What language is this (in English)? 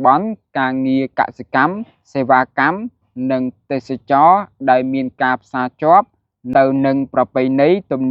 Khmer